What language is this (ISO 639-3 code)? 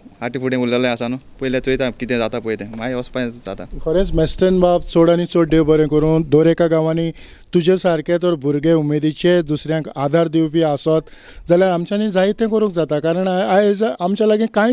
kok